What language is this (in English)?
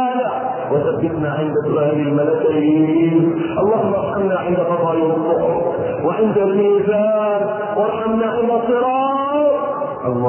Arabic